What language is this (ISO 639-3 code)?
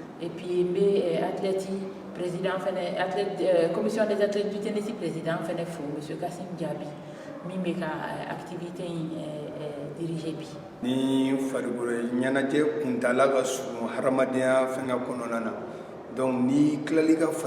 bam